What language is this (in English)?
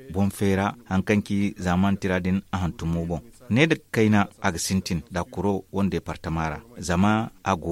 Zarma